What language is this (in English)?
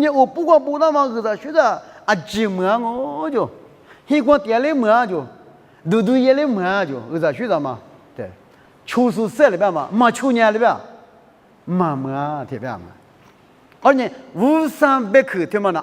Lisu